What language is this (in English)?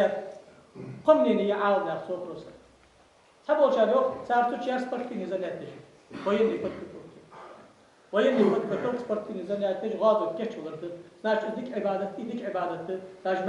Ingush